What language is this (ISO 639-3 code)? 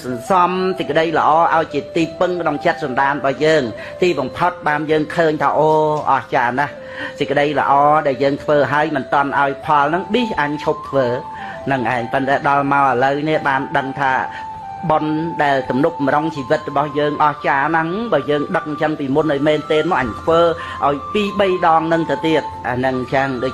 khm